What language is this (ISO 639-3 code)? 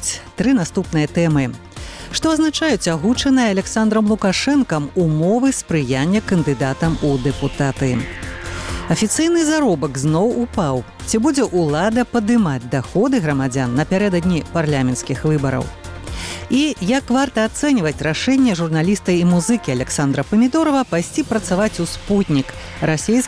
bel